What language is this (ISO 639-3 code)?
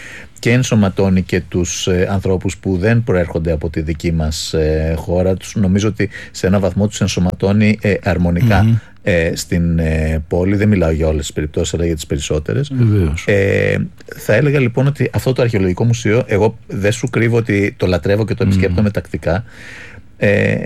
ell